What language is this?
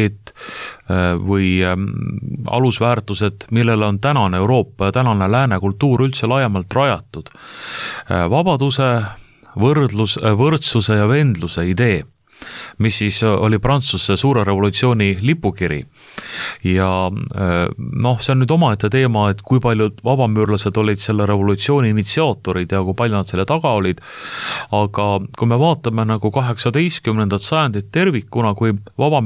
Estonian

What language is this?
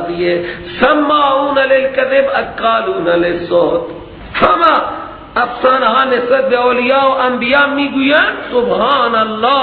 Persian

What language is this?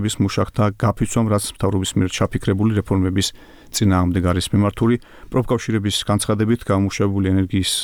Georgian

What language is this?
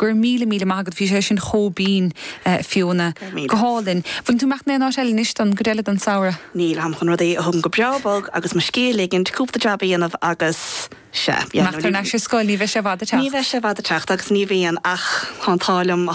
Irish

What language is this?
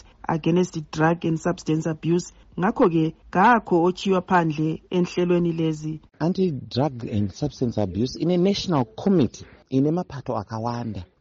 North Ndebele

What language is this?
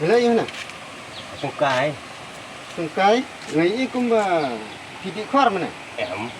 Khasi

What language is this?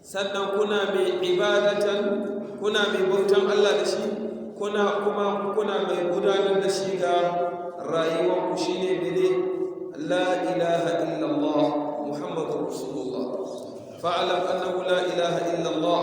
Hausa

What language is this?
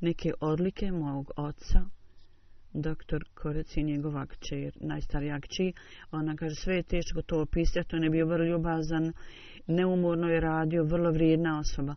Bosnian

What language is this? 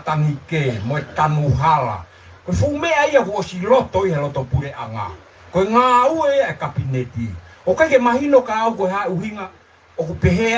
Tongan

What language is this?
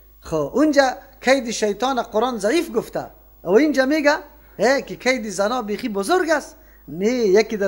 Persian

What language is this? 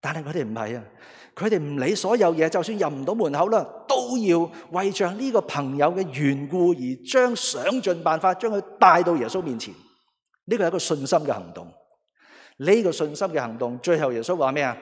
Cantonese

